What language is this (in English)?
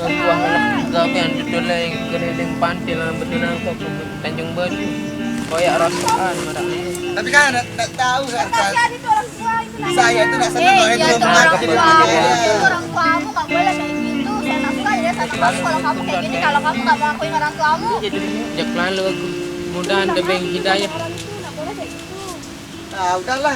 Sasak